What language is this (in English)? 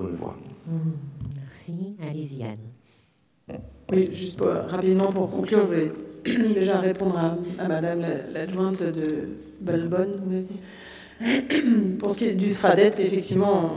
French